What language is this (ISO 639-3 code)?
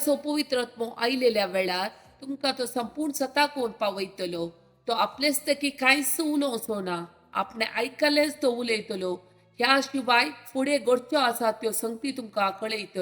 kok